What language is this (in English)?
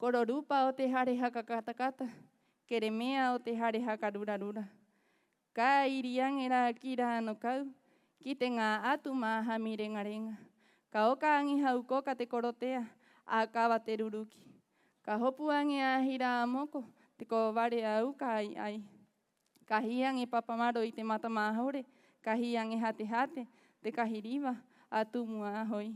Rapanui